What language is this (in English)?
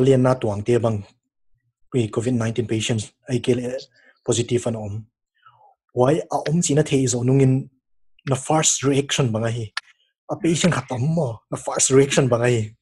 Paite Chin